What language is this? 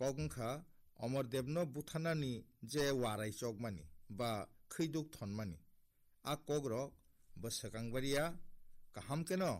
Kok Borok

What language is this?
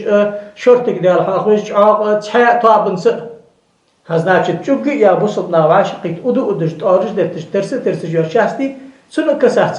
Ingush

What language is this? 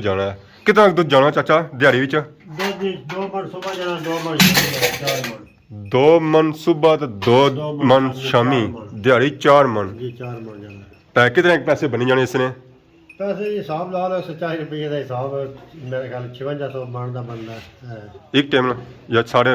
Pahari-Potwari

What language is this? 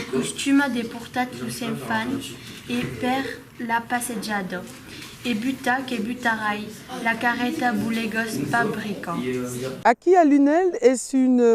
Occitan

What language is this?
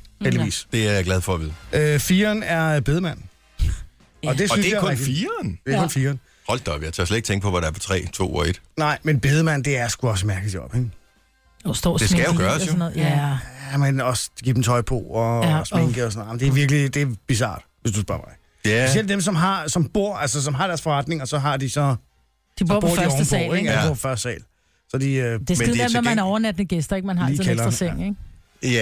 Danish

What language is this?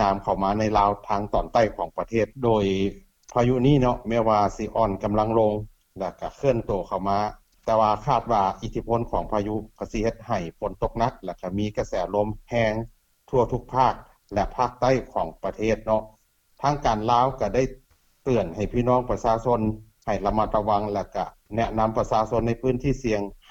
Lao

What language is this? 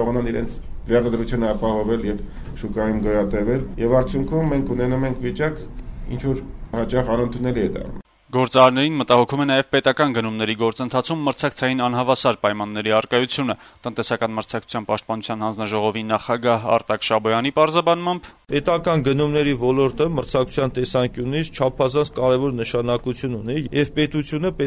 Armenian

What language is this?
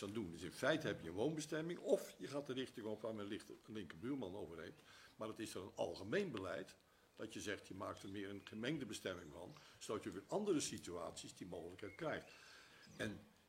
Dutch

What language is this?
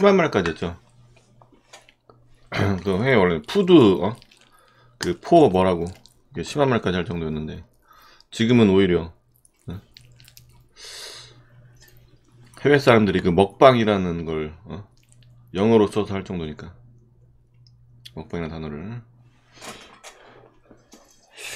Korean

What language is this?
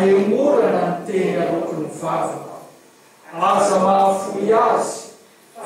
Malagasy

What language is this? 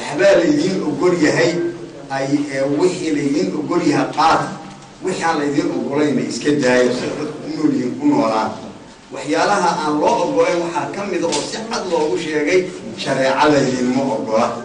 Somali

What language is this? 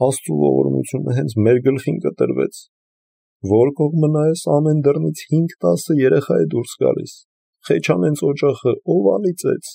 Armenian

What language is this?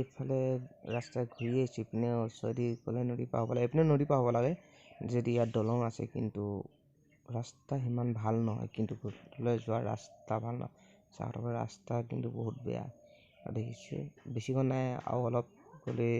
Assamese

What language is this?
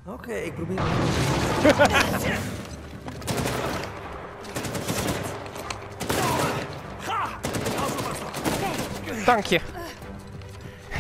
Dutch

